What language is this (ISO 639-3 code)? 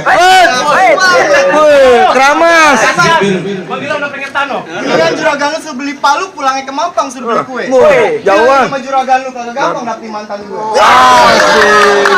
bew